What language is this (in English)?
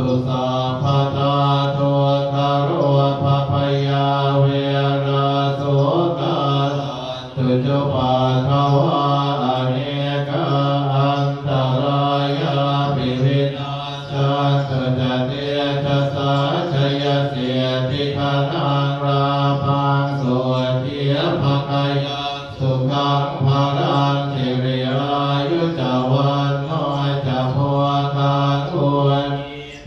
Pali